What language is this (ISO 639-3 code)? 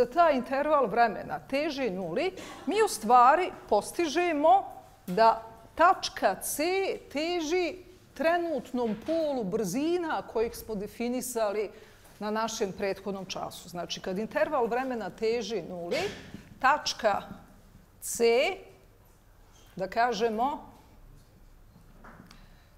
bos